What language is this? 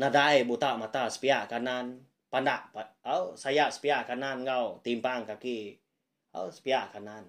Iban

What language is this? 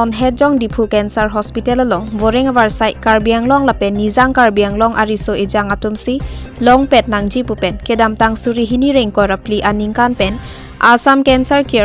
Karbi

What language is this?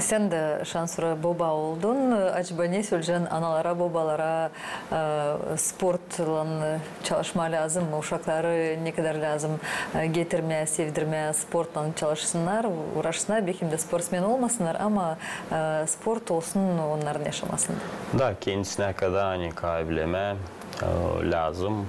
Gagauz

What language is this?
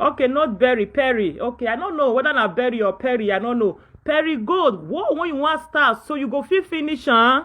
Nigerian Pidgin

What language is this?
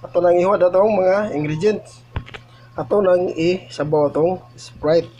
Cebuano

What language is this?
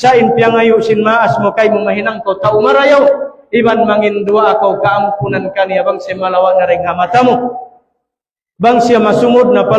Tausug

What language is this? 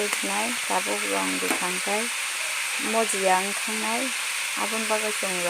Kok Borok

